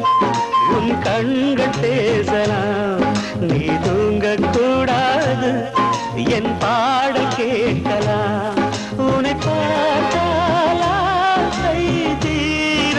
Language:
Tamil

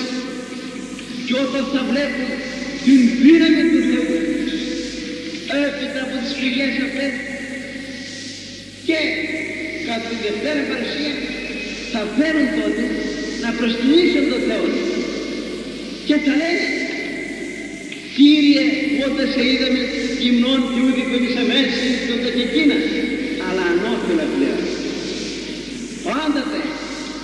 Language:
Greek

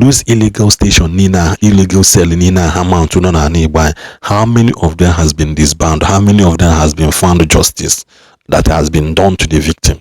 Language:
Igbo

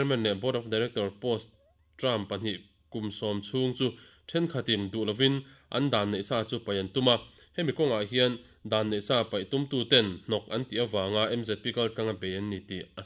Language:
Mizo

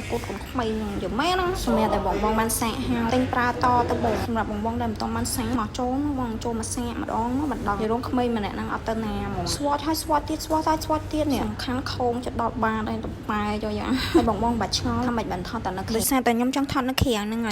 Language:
Khmer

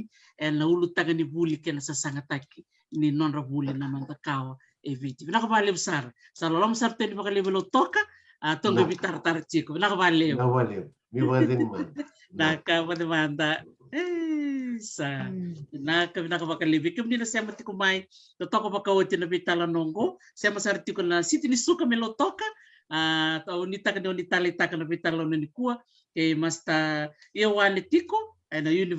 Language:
Fijian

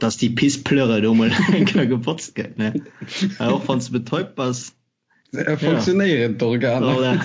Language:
Luxembourgish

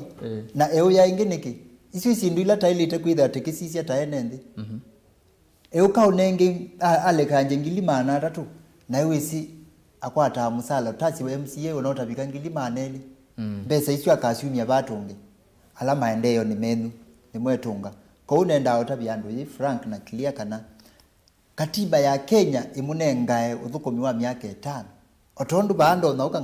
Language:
Kamba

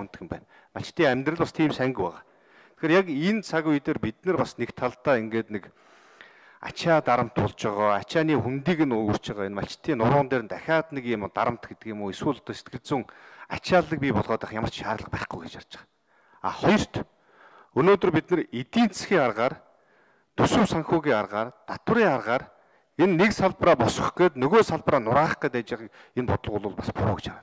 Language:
Mongolian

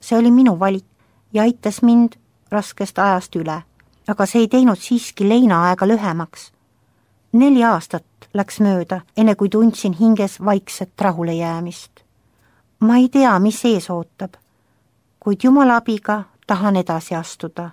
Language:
Estonian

